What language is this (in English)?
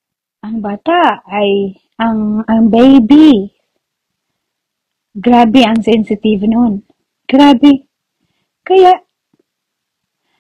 Filipino